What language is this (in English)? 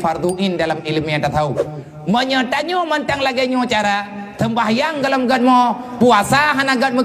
Achinese